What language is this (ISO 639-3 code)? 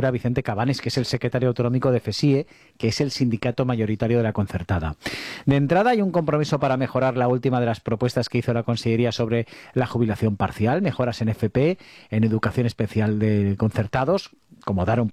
spa